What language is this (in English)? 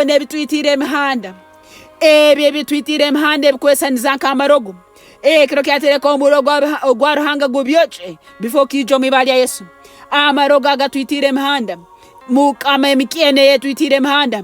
Nyankole